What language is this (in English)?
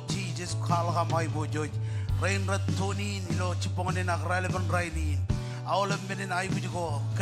Marshallese